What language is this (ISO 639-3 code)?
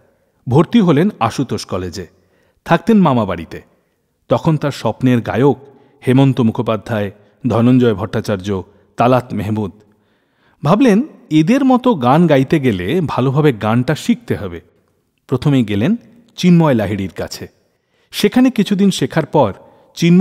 ben